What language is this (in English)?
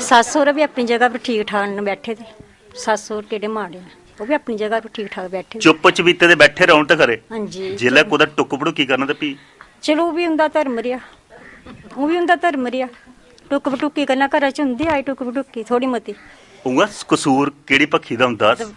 Dogri